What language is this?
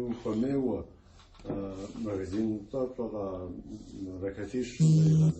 Kabardian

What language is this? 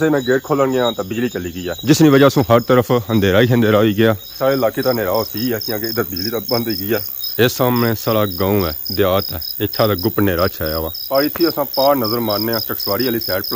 Pahari-Potwari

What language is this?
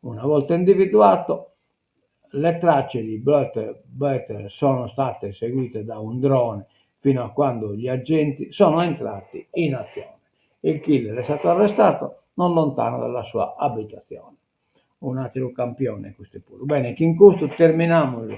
Sardinian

